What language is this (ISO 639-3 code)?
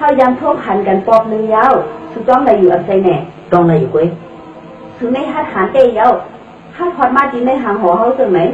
shn